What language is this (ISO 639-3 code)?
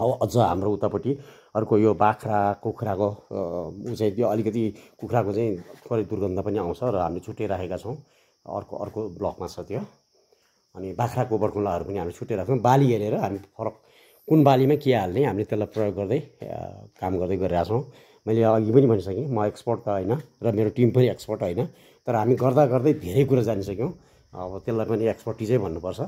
nep